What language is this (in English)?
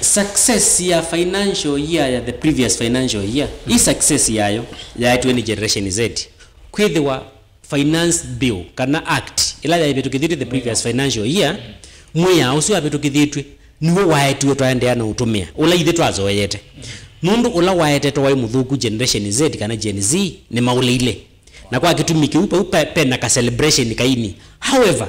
Kamba